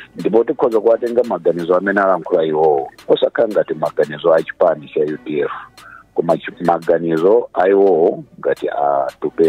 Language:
Nyanja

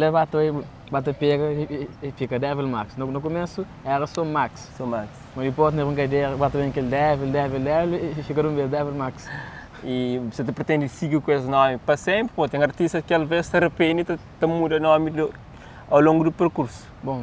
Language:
Kabuverdianu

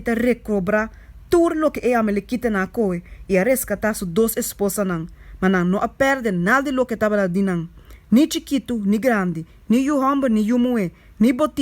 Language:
Papiamento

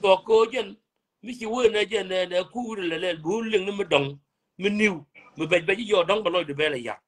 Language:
Nuer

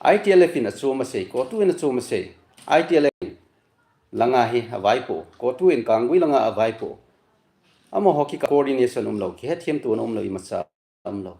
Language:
Thado Chin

